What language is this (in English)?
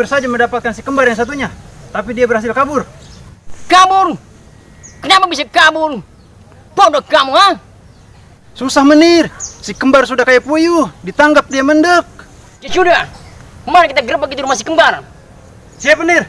Betawi